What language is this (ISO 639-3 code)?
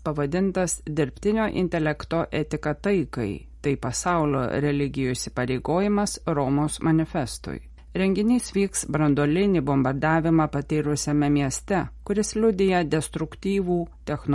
lit